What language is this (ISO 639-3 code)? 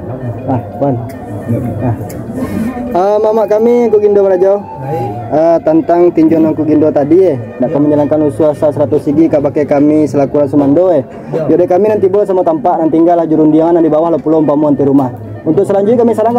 min